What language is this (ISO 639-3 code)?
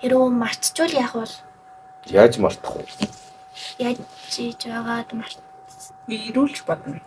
mon